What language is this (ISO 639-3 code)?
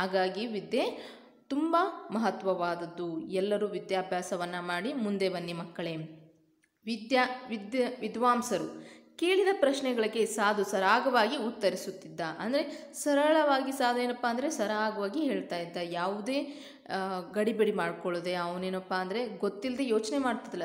kan